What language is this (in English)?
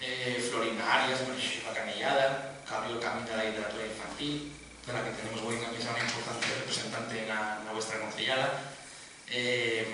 Asturian